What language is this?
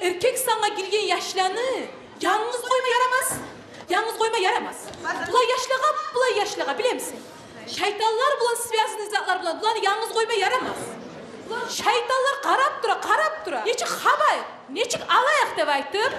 Kumyk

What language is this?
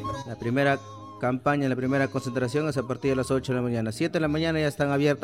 Spanish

